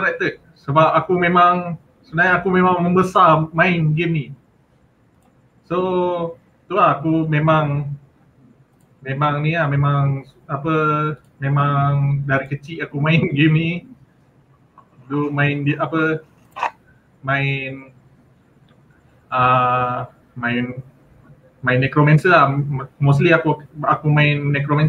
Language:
Malay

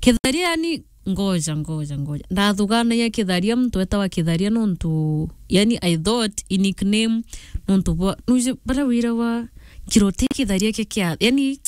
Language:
Meru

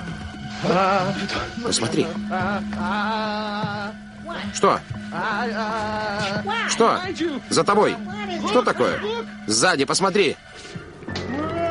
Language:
Russian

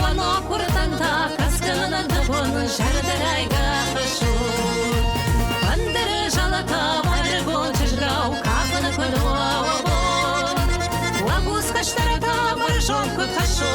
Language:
Ossetic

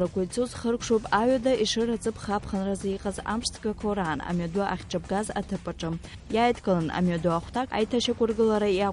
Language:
Abkhazian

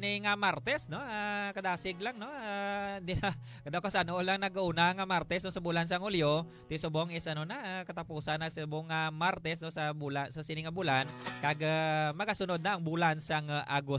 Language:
Hiligaynon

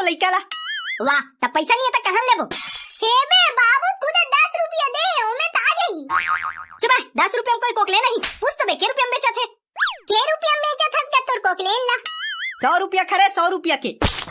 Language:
Chhattisgarhi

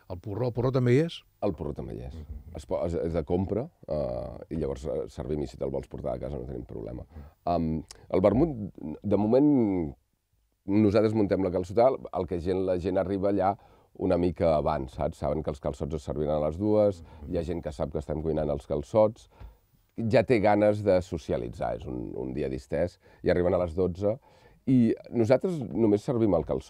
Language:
Catalan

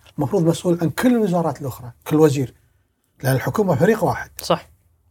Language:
Gulf Arabic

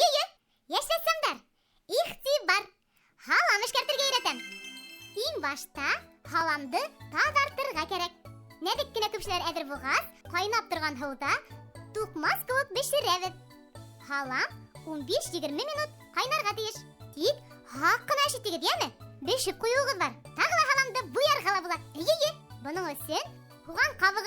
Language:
Bashkir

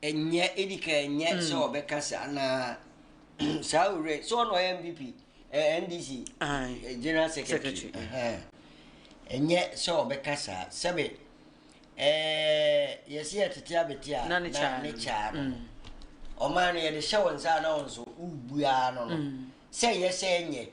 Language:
Akan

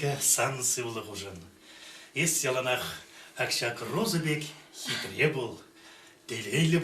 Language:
Chuvash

